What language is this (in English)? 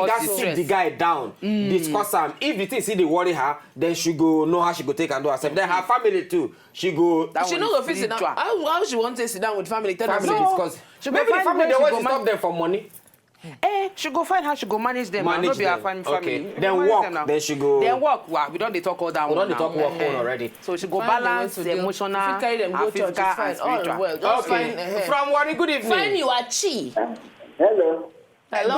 Nigerian Pidgin